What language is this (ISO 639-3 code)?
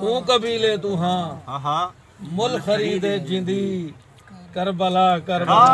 skr